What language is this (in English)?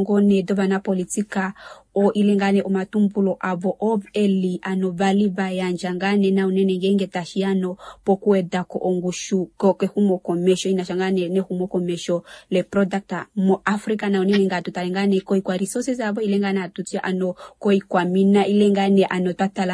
Kuanyama